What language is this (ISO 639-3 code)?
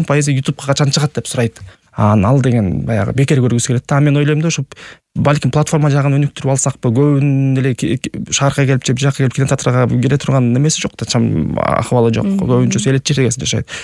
kir